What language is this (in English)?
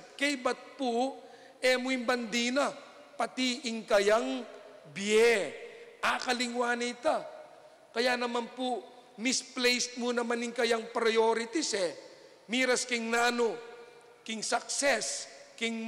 Pampanga